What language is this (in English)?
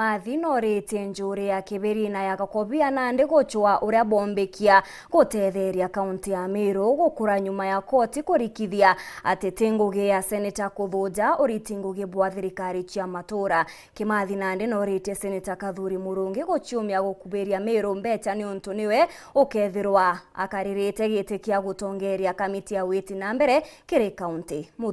Meru